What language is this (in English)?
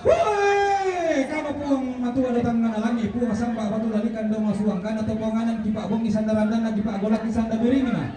Toraja-Sa'dan